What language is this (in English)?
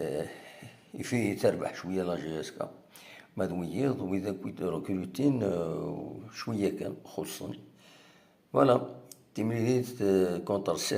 Kabyle